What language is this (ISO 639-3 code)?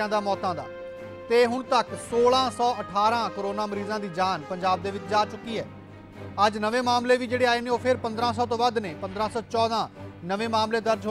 pan